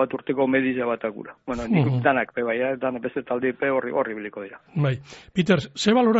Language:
Basque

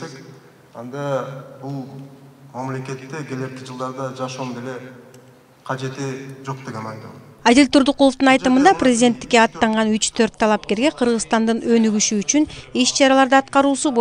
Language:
Kyrgyz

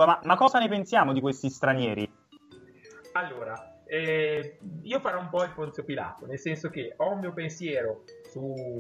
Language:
Italian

